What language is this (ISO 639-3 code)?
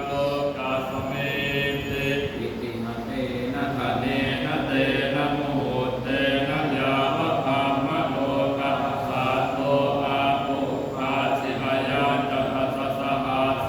pli